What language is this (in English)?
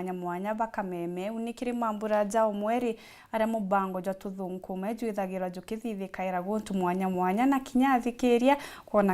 Meru